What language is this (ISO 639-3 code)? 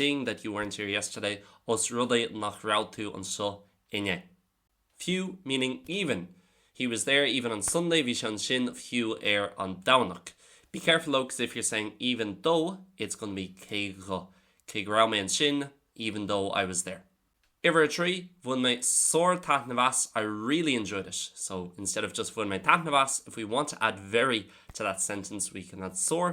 gle